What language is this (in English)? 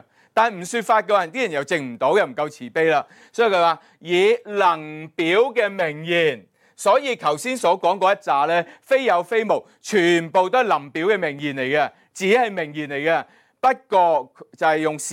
Cantonese